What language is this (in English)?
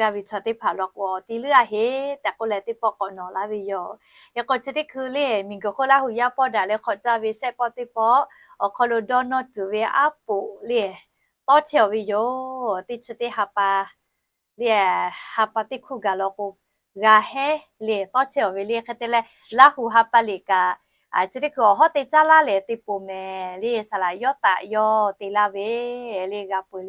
Lahu